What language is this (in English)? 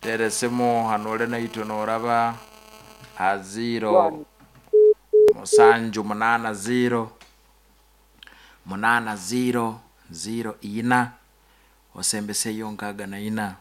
Nyoro